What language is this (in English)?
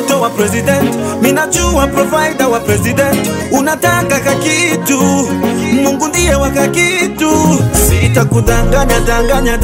Swahili